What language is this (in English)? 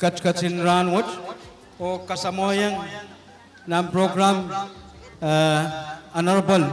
Pohnpeian